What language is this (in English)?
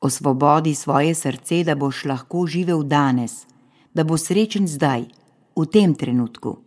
Slovenian